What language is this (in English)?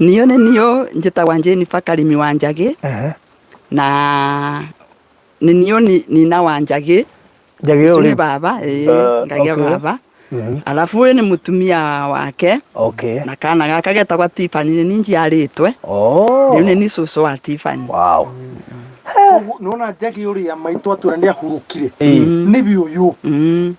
Kikuyu